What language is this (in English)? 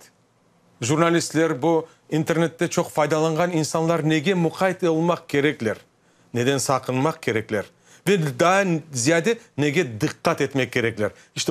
Crimean Tatar